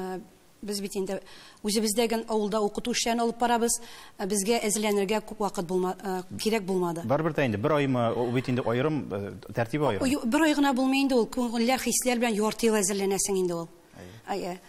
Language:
Tatar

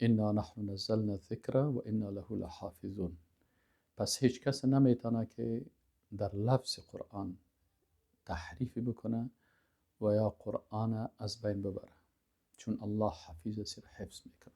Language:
Persian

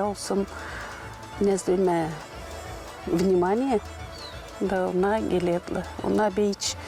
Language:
Gagauz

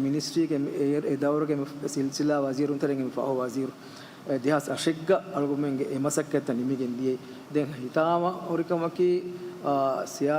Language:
Divehi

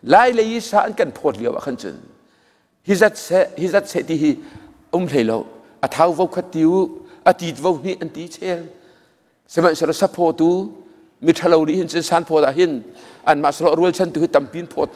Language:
Hakha Chin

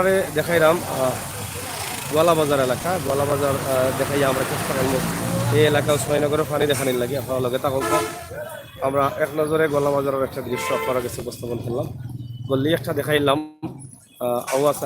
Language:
Sylheti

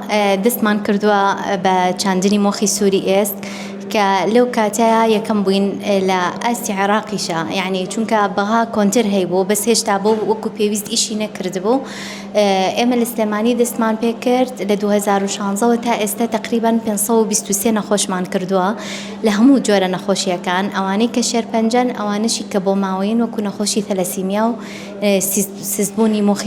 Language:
Central Kurdish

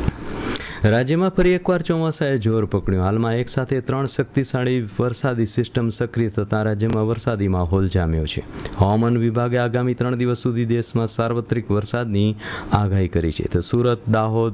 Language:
Gujarati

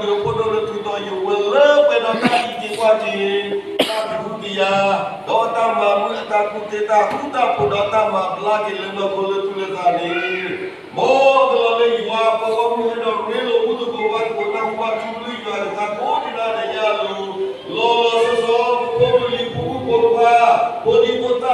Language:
S'gaw Karen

